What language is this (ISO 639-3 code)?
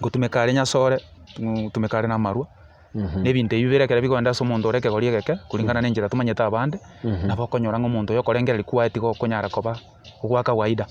guz